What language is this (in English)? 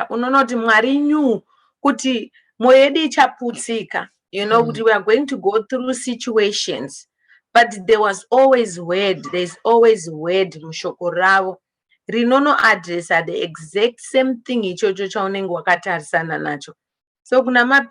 Shona